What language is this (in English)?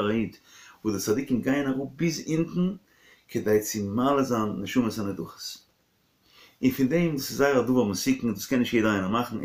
Yiddish